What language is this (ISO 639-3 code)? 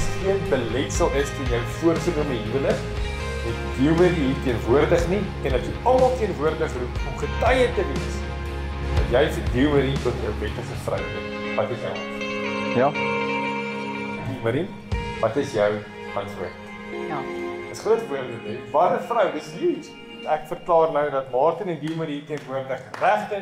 afr